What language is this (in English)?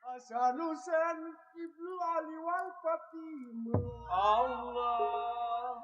Betawi